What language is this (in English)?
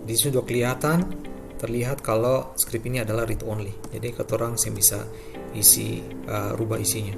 Ambonese Malay